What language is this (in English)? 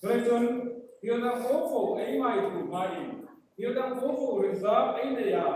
Hmar